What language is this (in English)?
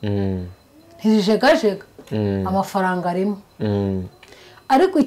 Kinyarwanda